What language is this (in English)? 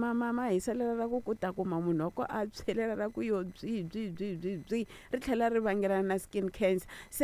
Tsonga